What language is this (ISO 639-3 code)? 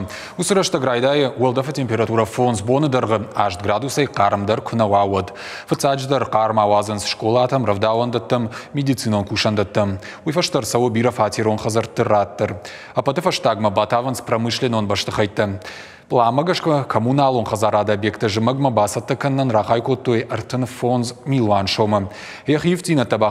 oss